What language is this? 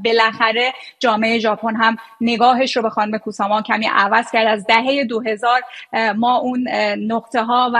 Persian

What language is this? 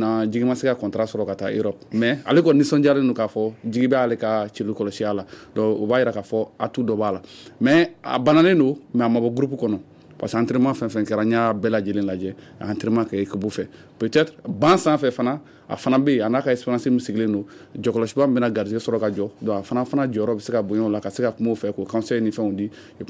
Bambara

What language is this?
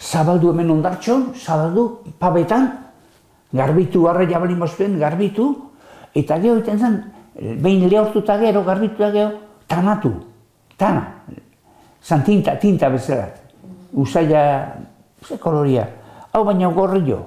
Basque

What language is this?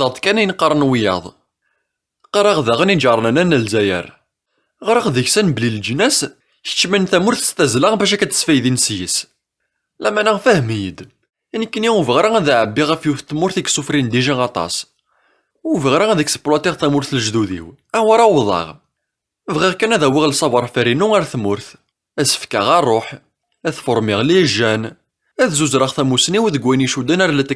Kabyle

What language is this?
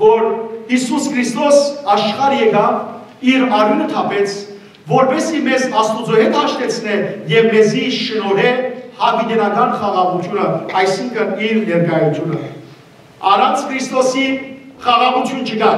Western Armenian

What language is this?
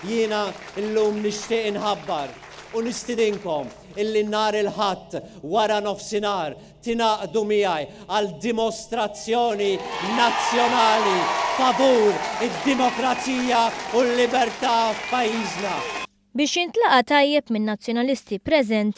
Maltese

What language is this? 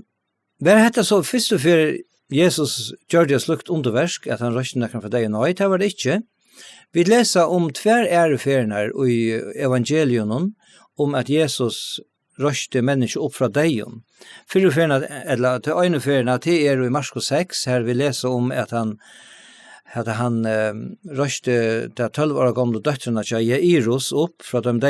Faroese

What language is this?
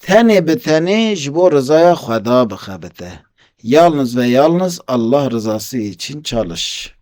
Kurdish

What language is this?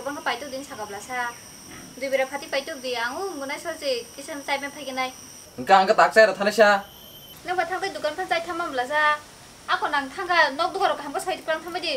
Kok Borok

